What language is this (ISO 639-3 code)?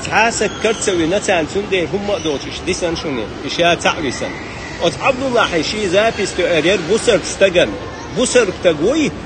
che